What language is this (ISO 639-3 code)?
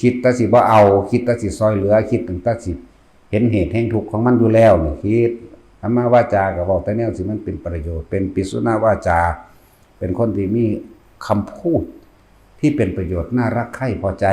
tts